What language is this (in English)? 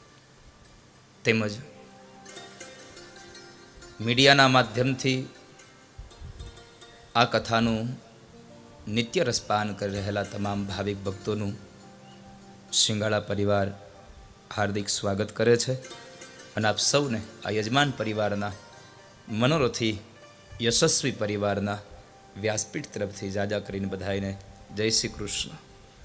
Gujarati